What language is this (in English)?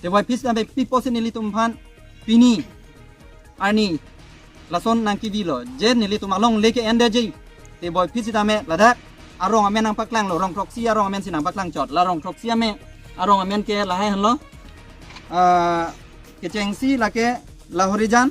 Karbi